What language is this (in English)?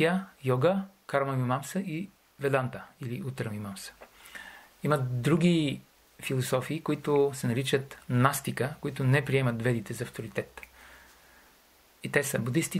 Bulgarian